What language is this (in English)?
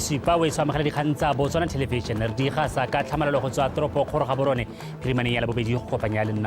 Tswana